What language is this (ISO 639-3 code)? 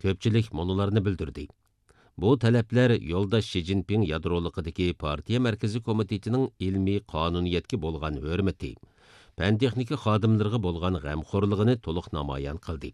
uig